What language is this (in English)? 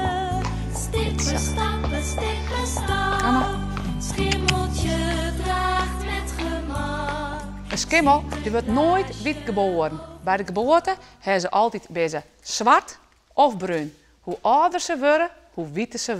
Western Frisian